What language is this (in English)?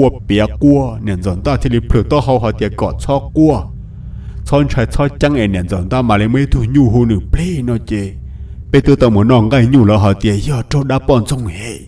Hmong